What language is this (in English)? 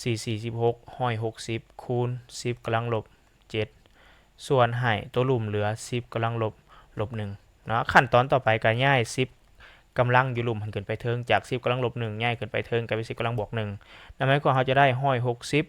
Lao